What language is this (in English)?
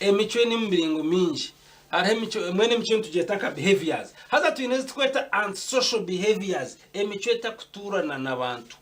Nyankole